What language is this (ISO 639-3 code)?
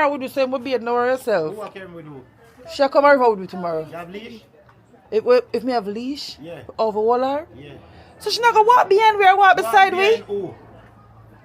jam